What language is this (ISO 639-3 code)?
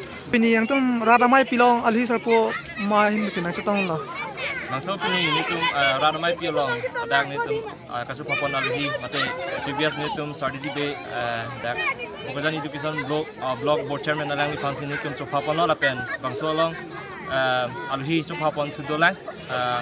mjw